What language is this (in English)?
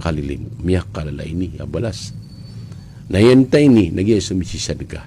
Maranao